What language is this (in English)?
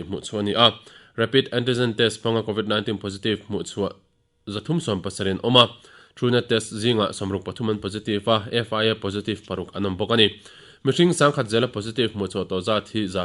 Mizo